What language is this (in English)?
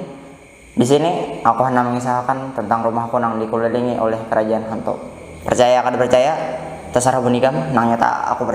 Banjar